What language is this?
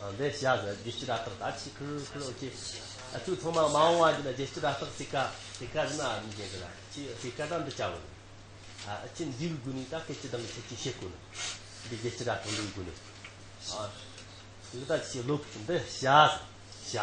Amdo Tibetan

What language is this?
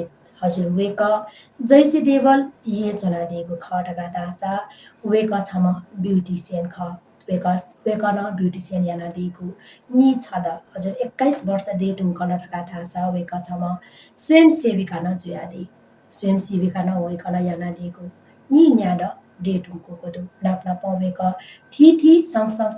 Newari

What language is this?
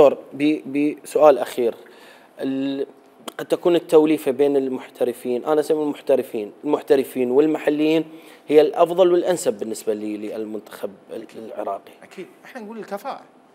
Mesopotamian Arabic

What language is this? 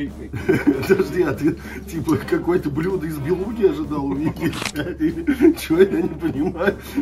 Russian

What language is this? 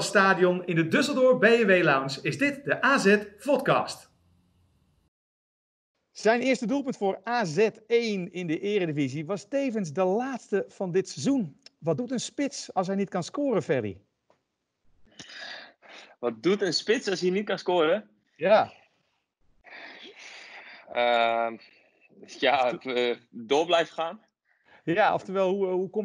Dutch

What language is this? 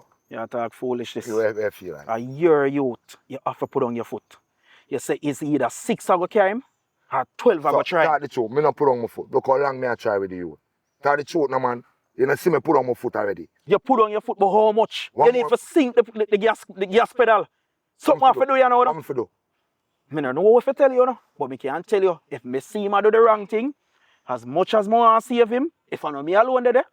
Jamaican Creole English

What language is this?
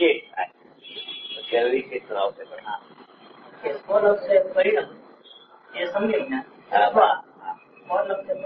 Gujarati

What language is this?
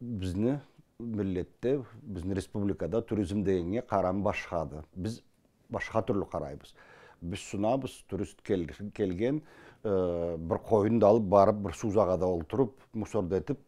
Karachay-Balkar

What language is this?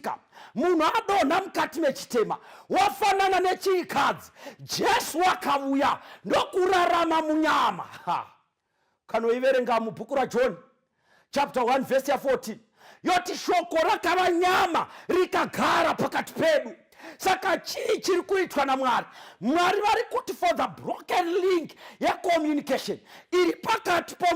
Shona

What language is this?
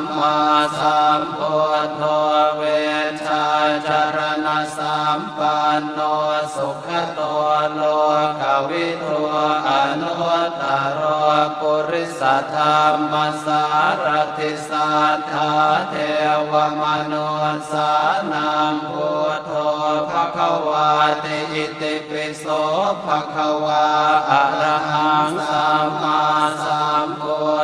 Pali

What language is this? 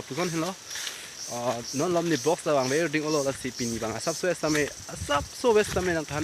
Karbi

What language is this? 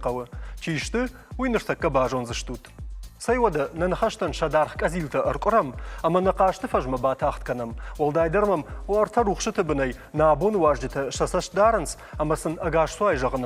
Ossetic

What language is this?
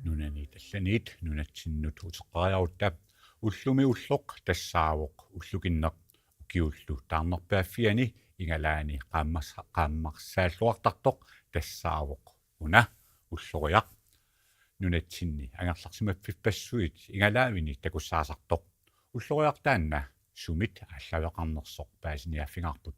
Kalaallisut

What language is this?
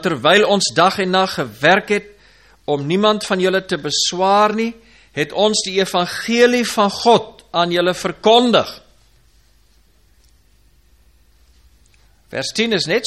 Afrikaans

